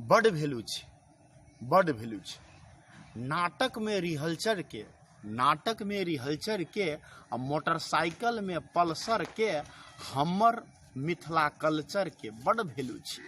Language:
Maithili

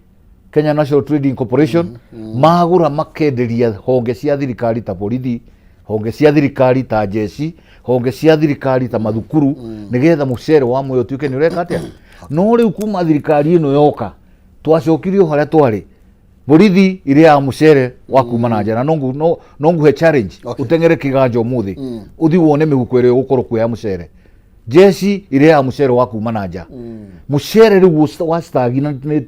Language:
Kikuyu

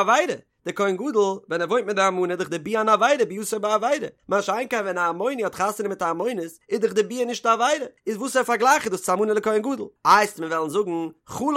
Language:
Yiddish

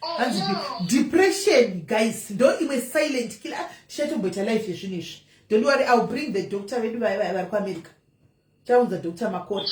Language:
Shona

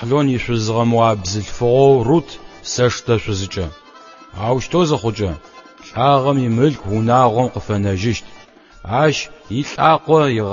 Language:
Adyghe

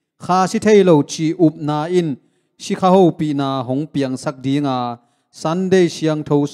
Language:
Tedim Chin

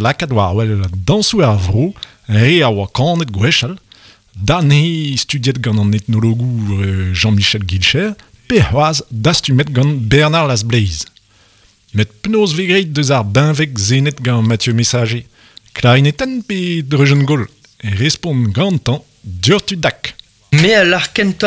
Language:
Breton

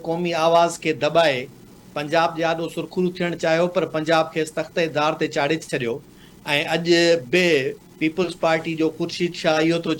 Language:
Sindhi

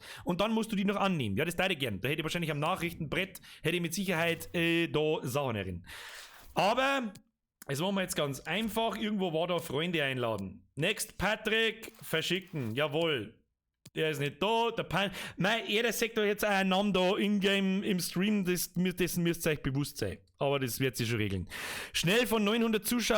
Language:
Bavarian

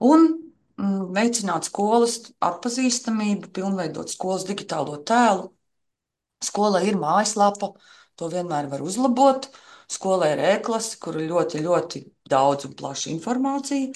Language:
Latvian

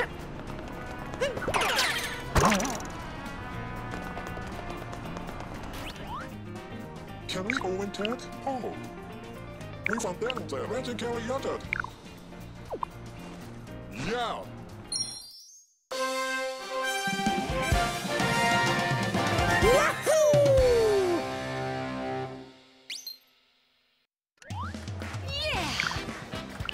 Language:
English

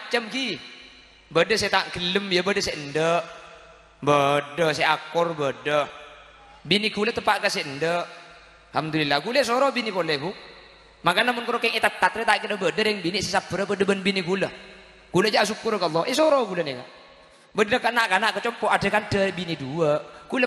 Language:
Madurese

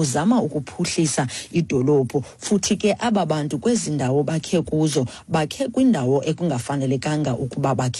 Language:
Xhosa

